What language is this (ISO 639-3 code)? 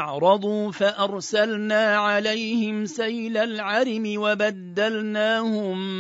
ara